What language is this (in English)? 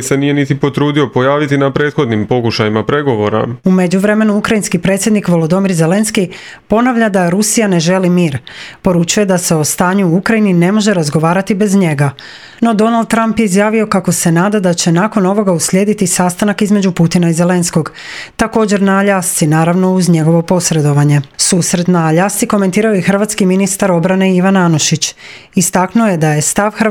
Croatian